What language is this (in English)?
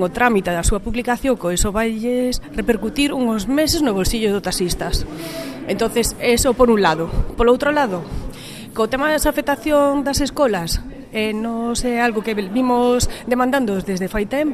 Galician